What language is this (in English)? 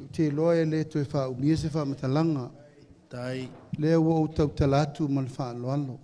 Samoan